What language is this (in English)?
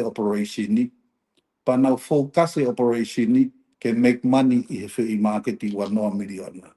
Tongan